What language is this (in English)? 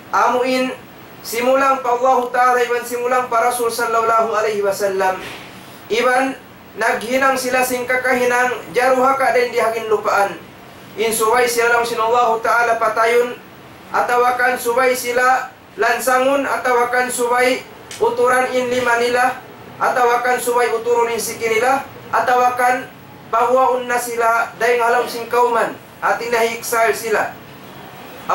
Tausug